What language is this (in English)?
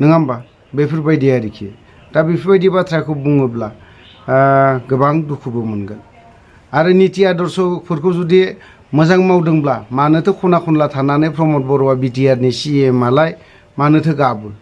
Bodo